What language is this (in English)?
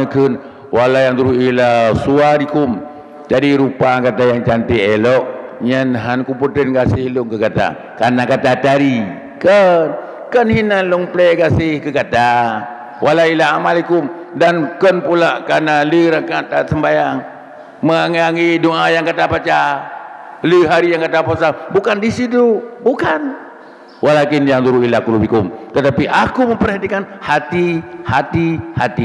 Achinese